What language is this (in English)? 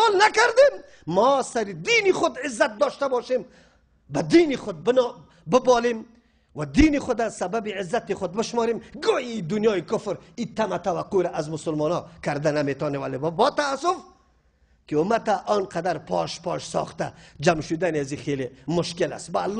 Persian